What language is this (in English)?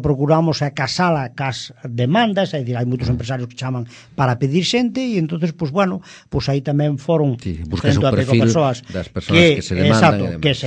Galician